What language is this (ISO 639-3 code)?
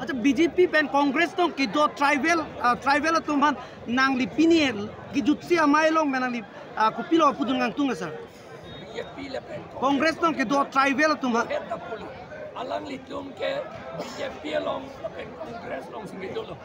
mjw